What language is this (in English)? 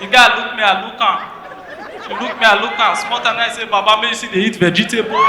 Nigerian Pidgin